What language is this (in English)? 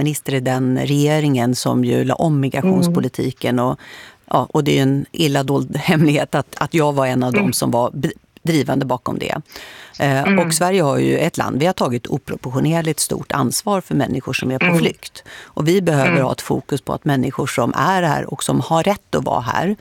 Swedish